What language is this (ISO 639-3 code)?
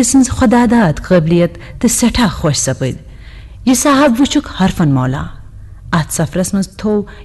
kas